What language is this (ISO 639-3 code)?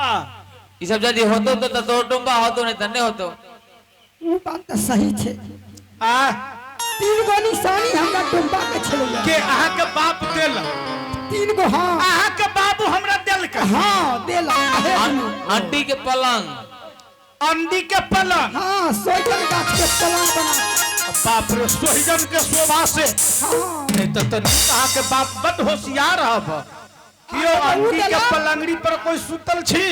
mai